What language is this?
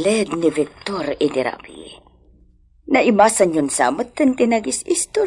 Iloko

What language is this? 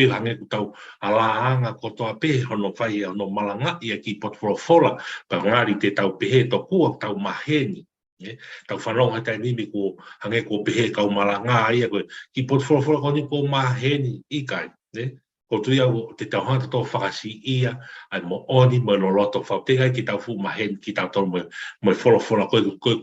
Tongan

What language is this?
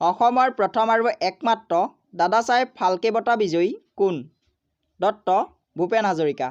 Assamese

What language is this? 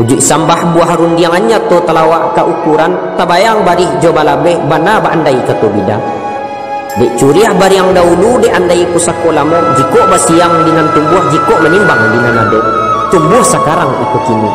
Minangkabau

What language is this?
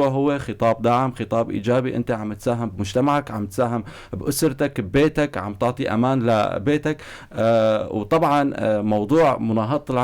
North Levantine Arabic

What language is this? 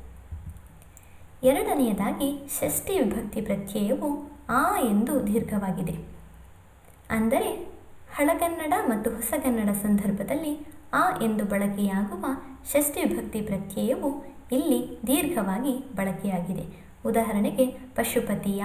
Kannada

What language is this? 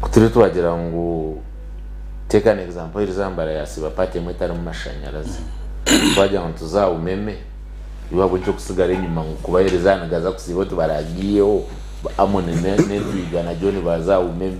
Nyankole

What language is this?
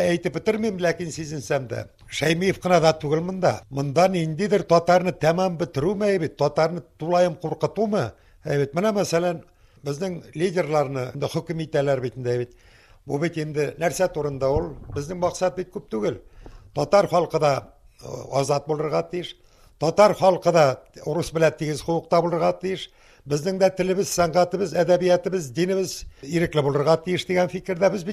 Tatar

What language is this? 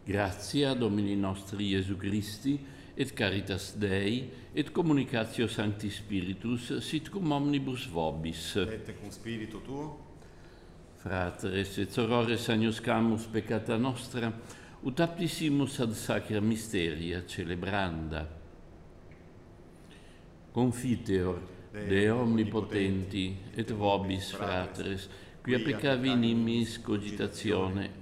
Latin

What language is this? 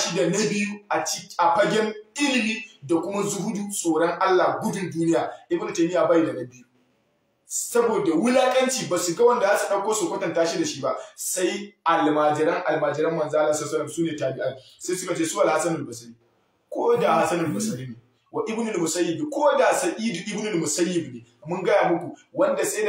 Hausa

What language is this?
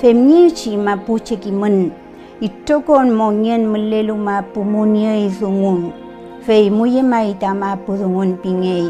Mapuche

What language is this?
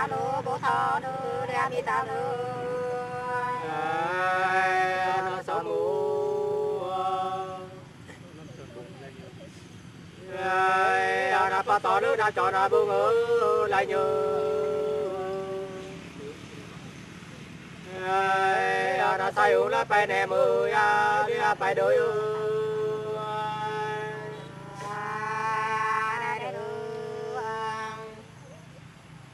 Vietnamese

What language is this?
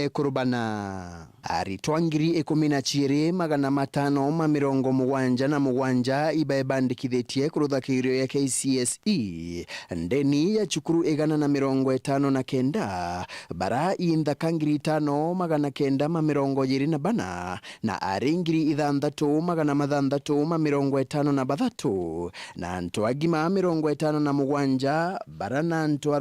Meru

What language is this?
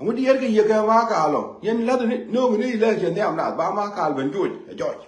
Nuer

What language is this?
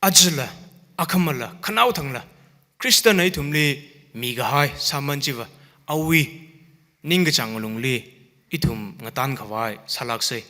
Tangkhul Naga (India)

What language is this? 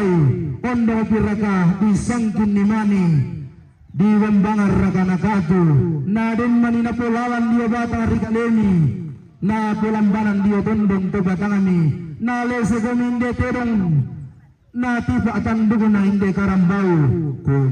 Toraja-Sa'dan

